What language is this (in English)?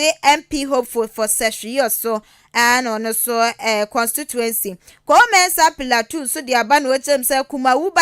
Akan